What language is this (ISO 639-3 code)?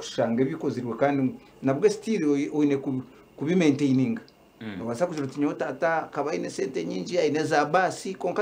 nyn